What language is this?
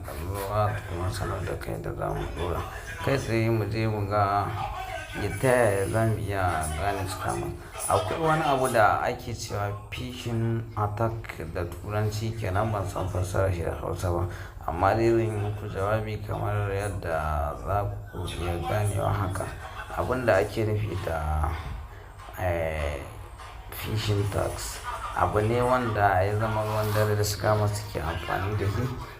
Hausa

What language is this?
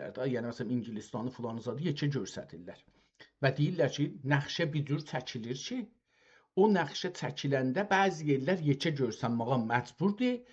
South Azerbaijani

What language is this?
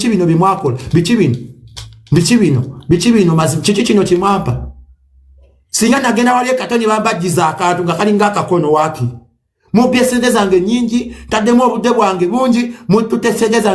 Ganda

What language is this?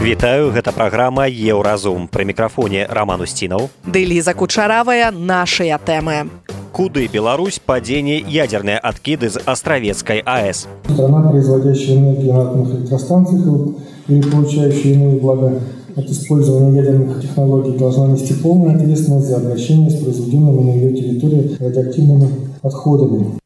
Belarusian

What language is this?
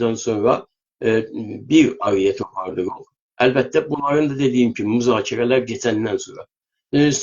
South Azerbaijani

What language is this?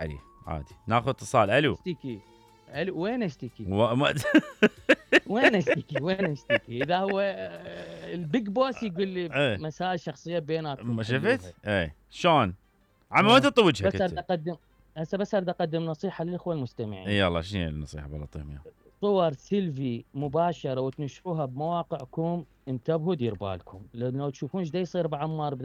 Mesopotamian Arabic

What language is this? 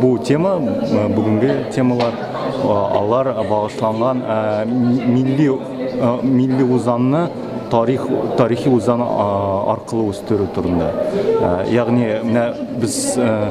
Tatar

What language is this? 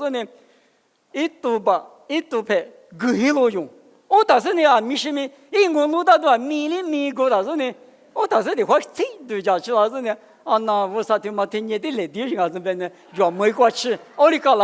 Lisu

